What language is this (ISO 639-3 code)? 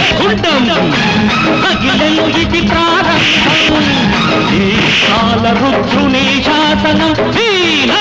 tel